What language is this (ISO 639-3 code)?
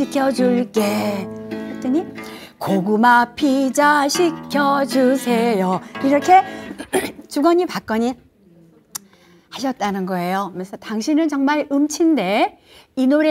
kor